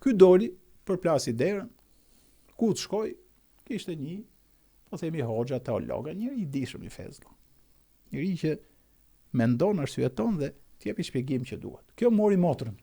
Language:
Albanian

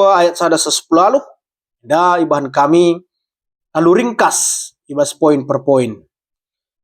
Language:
Batak Karo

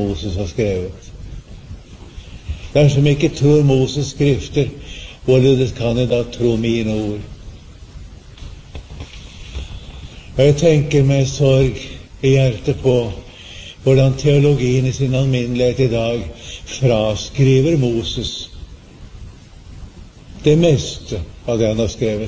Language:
Norwegian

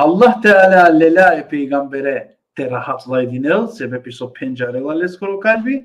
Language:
Balkan Romani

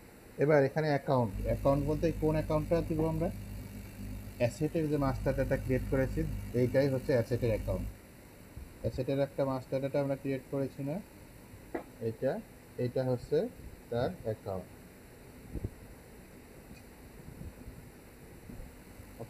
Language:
Bangla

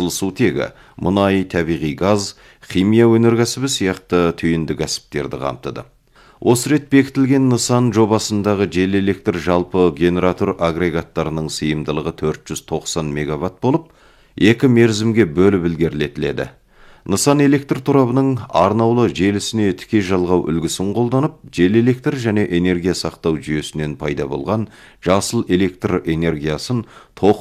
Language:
Kazakh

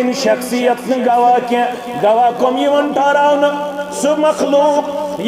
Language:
Kashmiri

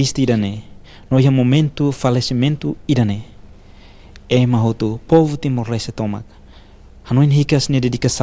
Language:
Tetum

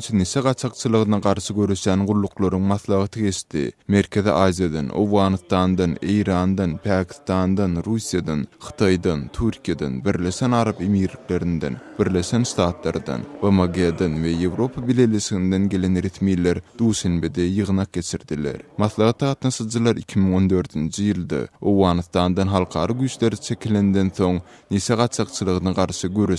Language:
Turkmen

